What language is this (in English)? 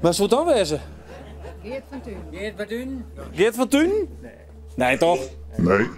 Western Frisian